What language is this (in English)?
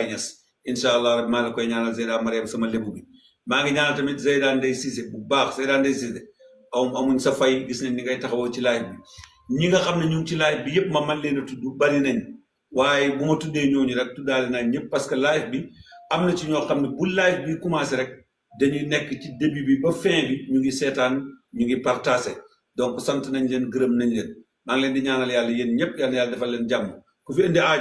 Wolof